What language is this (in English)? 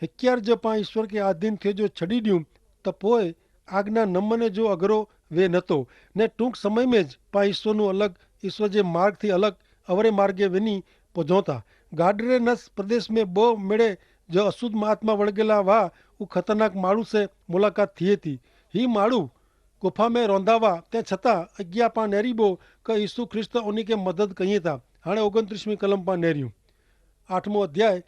Kachhi